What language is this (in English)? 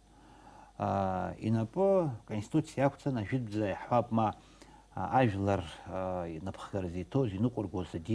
Abkhazian